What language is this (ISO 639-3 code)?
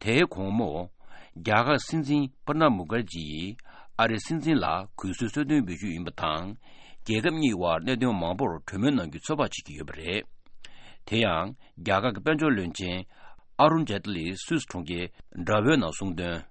bod